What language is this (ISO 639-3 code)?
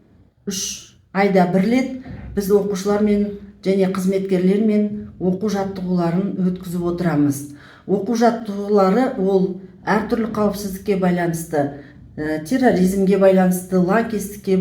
kaz